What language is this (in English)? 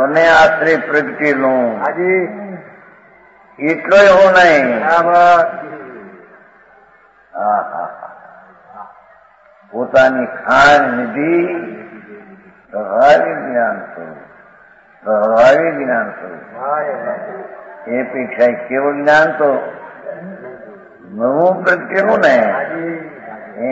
Gujarati